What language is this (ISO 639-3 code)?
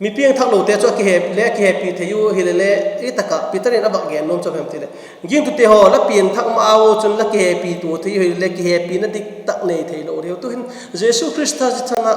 vap